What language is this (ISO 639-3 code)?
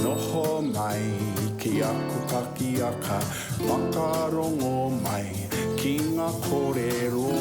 mri